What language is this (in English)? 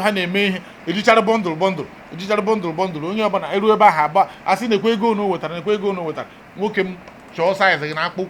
Igbo